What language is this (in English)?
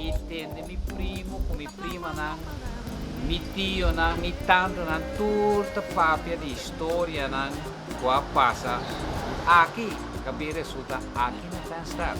Papiamento